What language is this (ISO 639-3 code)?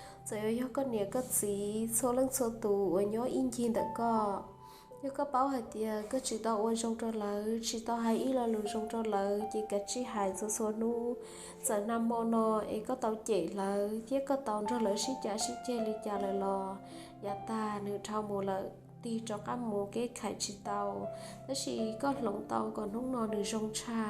hmn